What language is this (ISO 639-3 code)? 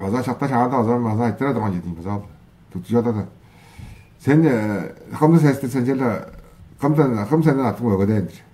tyv